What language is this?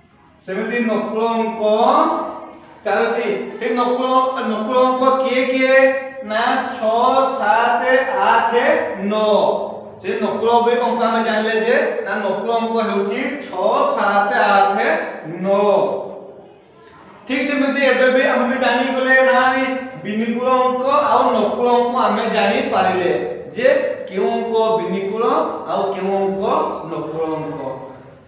Odia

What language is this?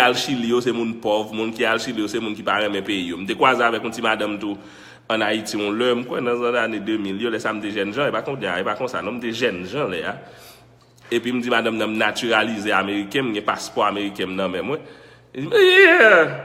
Haitian Creole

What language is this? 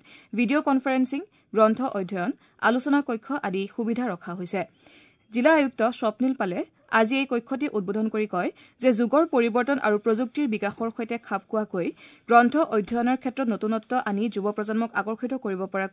Assamese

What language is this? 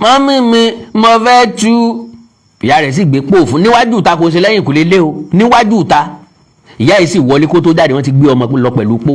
Yoruba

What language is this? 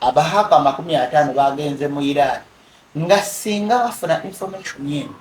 Ganda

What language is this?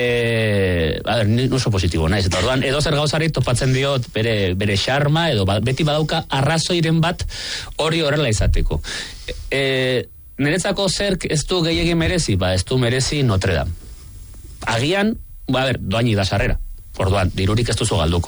Basque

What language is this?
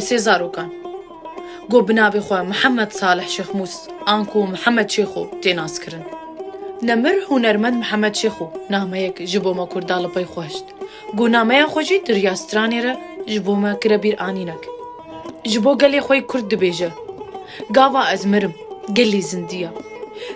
Kurdish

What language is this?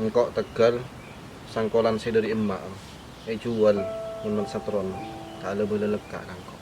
Madurese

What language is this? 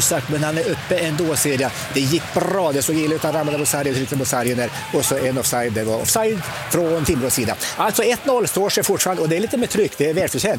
Swedish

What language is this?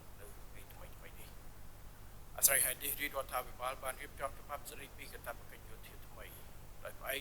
Khmer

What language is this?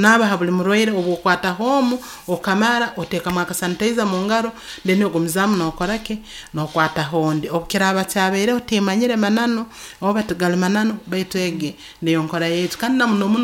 Nyoro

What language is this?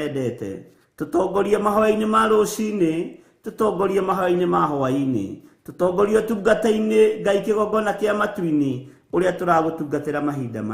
Kikuyu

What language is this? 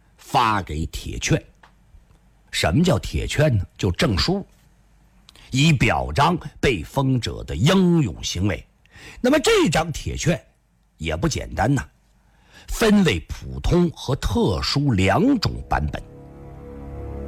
Chinese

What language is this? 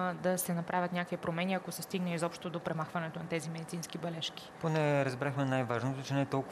Bulgarian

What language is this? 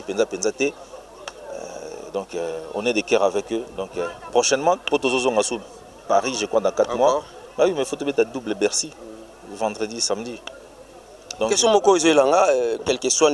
Lingala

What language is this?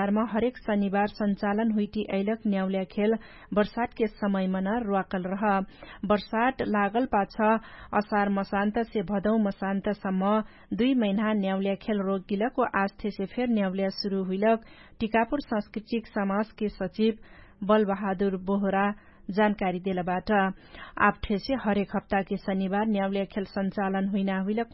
Dangaura Tharu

